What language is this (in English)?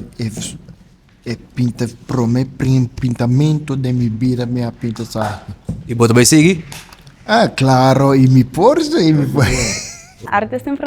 Papiamento